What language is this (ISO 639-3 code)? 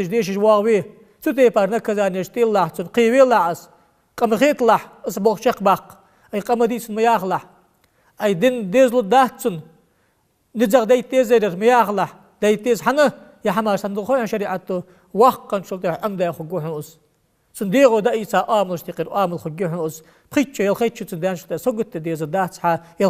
inh